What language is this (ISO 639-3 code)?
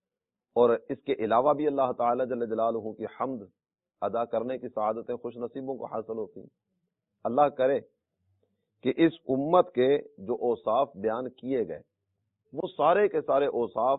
urd